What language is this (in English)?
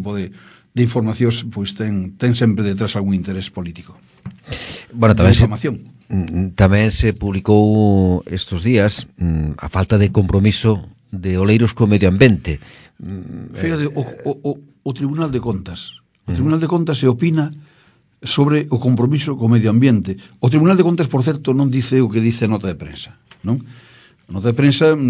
Galician